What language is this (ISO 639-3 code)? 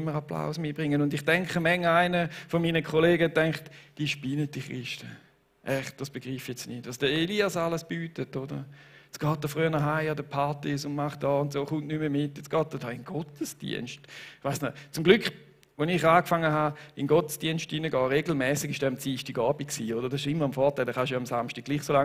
gsw